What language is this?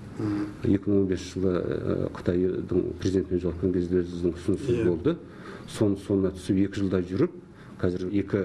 Kazakh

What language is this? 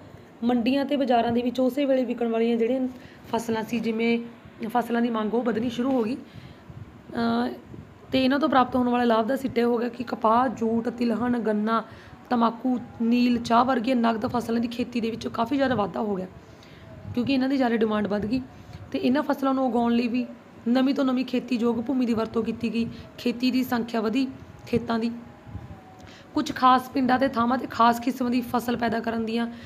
Punjabi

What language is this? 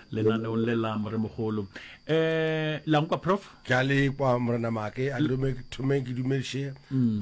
Northern Sotho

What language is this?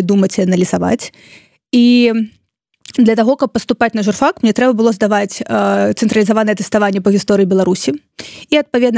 Belarusian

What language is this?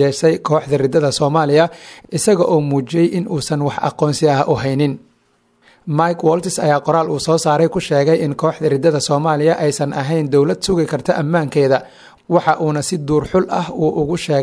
Somali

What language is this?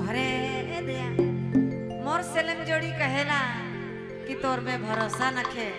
Sadri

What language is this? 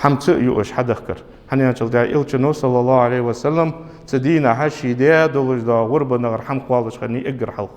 Ingush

